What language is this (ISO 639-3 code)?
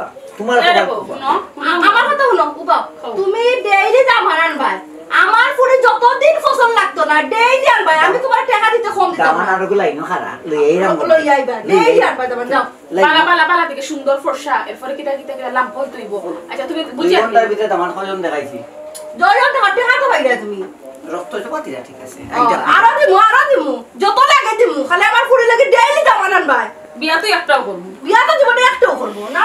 syl